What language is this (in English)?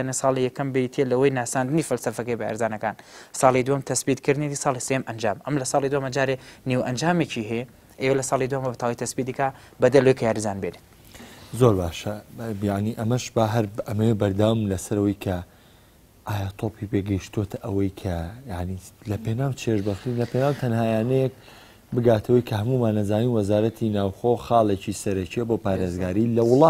Central Kurdish